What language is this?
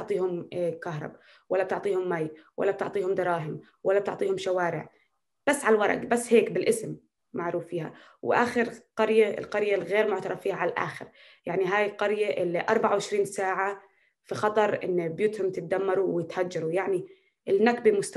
North Levantine Arabic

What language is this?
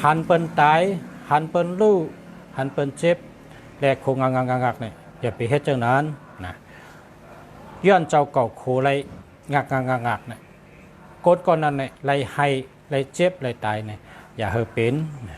Shan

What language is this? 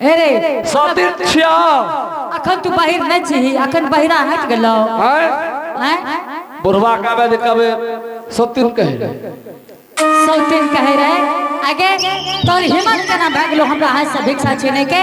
Angika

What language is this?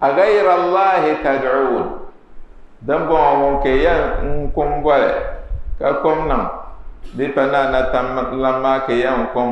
Dagbani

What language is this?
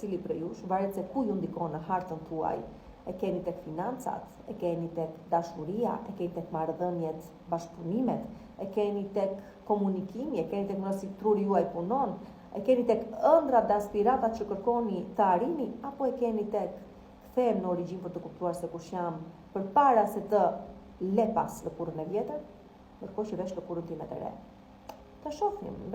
Albanian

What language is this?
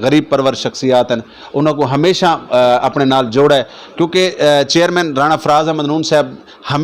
Saraiki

